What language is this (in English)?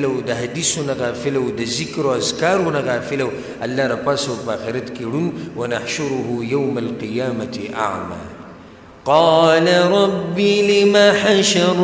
Pashto